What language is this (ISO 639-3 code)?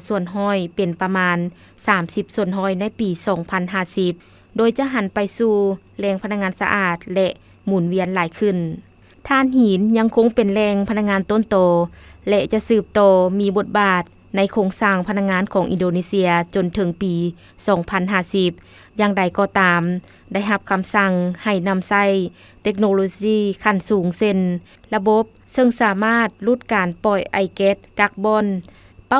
lao